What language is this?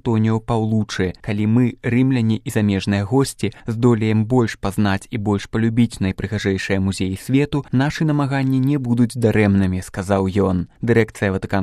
Belarusian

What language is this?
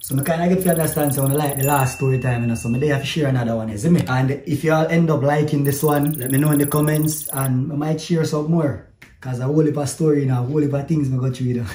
Jamaican Creole English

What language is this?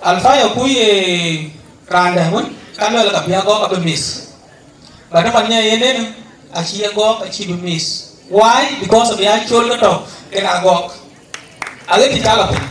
Dinka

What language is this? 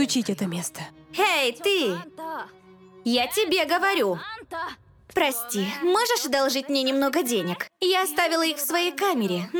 Russian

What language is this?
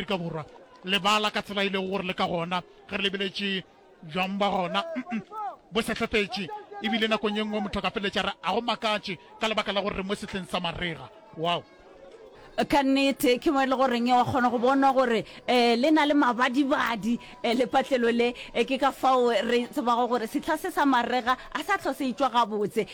Northern Sotho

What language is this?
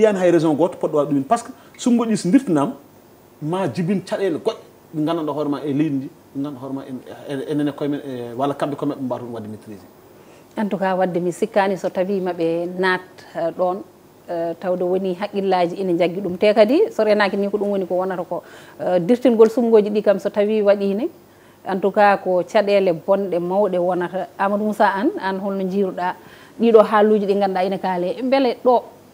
Fula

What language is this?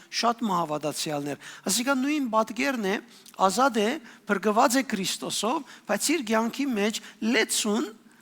Western Armenian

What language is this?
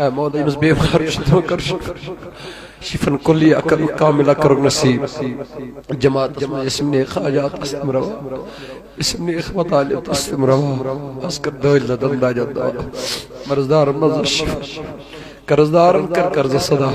Kashmiri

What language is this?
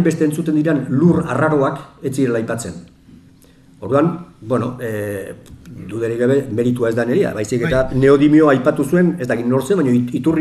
Basque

